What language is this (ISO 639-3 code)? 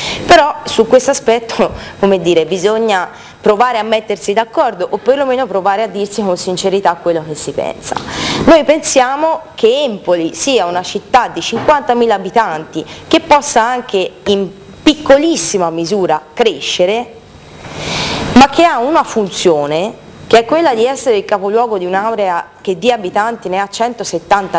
ita